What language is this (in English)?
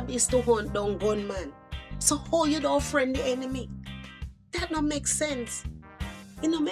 Jamaican Creole English